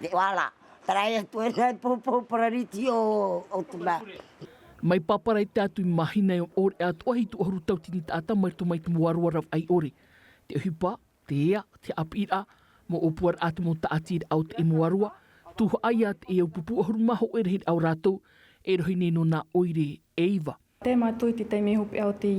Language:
Tahitian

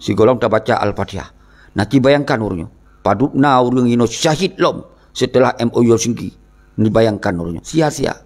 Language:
Achinese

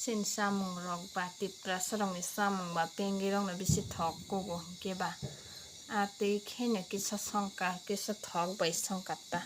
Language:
Kok Borok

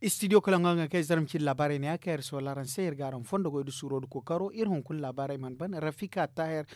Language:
Zarma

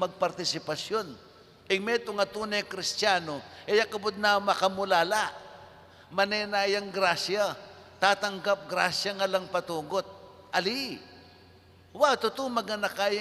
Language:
Pampanga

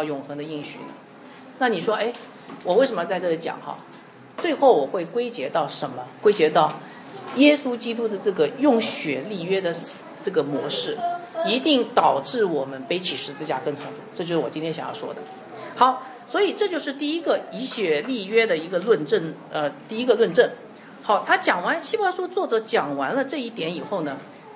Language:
Chinese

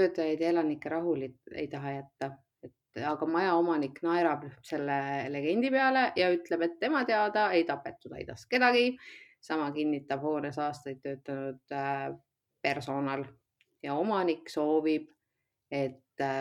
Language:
Estonian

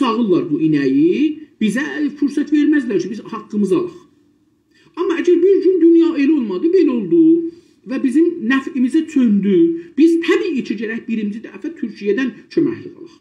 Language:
South Azerbaijani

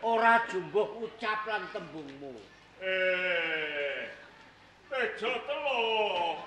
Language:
Javanese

